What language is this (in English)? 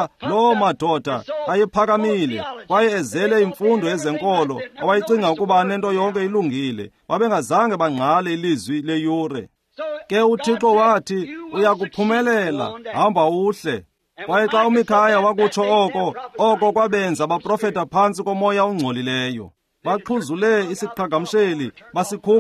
Xhosa